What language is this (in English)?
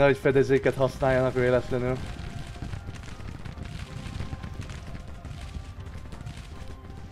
Hungarian